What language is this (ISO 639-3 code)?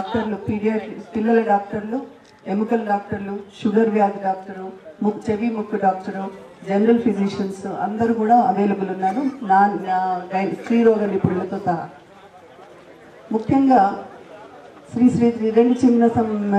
tel